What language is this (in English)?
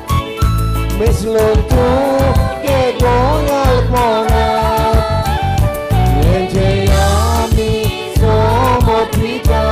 Konkani